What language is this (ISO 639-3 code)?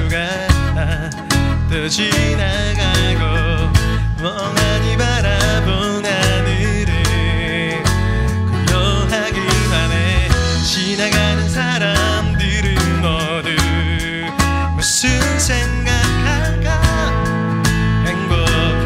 kor